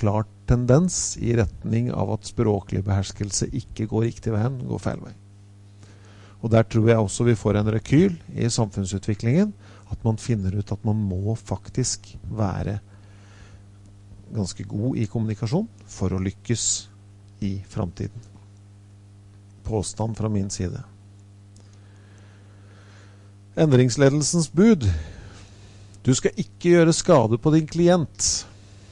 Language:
Norwegian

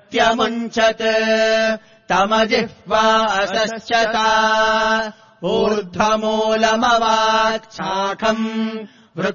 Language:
Sanskrit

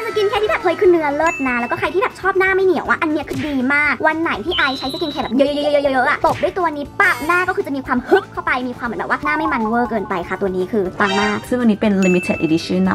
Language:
Thai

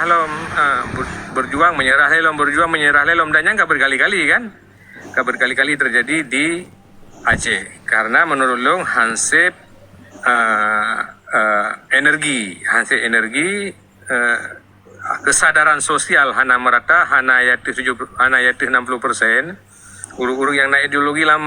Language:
Achinese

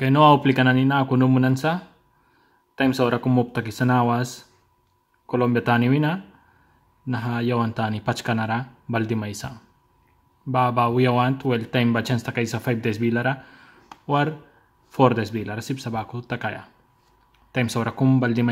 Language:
Mískito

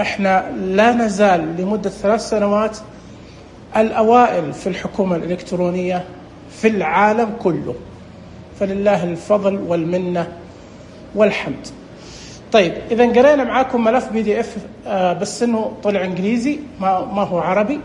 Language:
Najdi Arabic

